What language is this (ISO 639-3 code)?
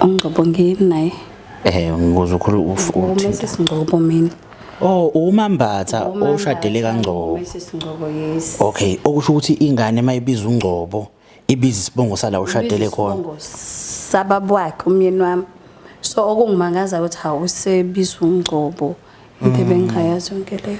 zul